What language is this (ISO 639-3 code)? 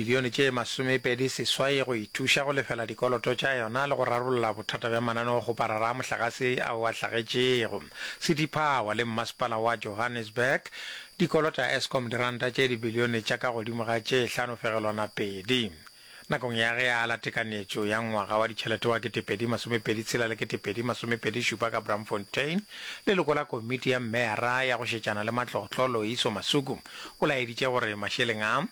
nso